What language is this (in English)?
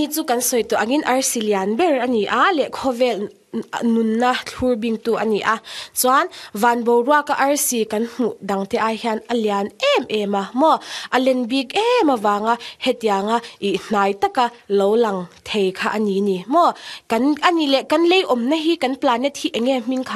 Mizo